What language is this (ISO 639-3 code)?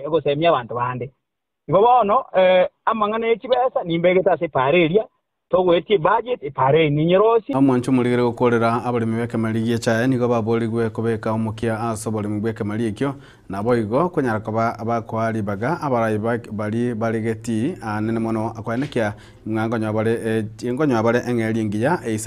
guz